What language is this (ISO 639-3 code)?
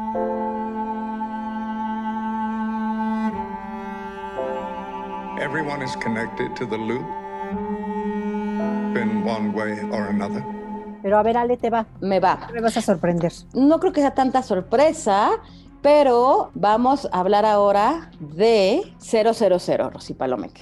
spa